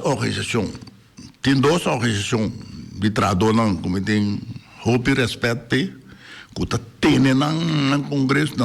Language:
Papiamento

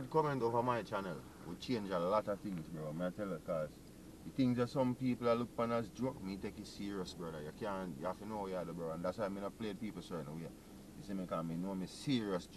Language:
Jamaican Creole English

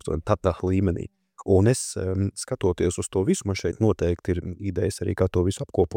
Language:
Latvian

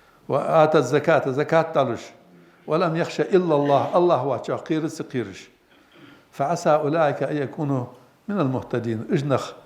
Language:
Ingush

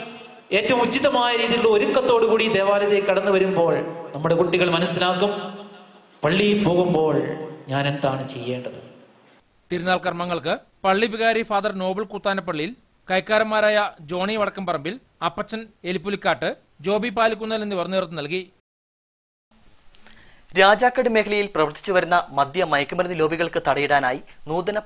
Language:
Malayalam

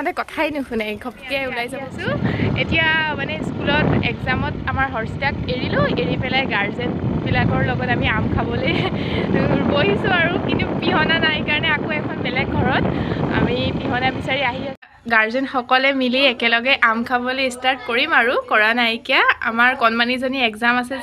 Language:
Assamese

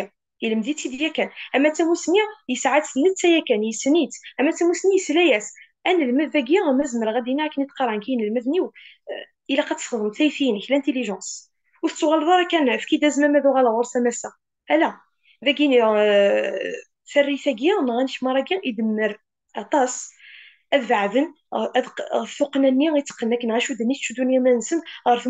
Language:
Kabyle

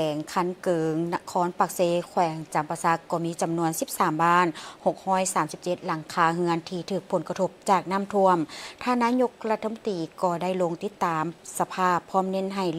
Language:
Lao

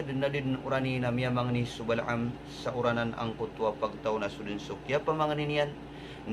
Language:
Maranao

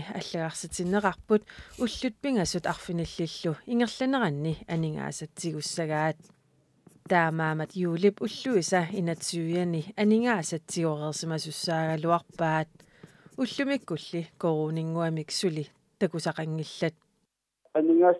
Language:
Kalaallisut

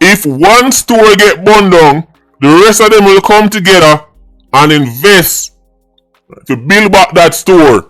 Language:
Jamaican Creole English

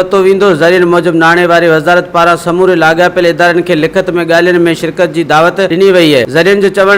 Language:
Sindhi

